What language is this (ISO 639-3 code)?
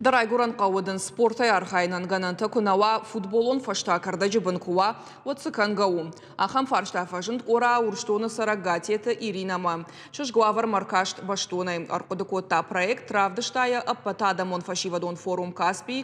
oss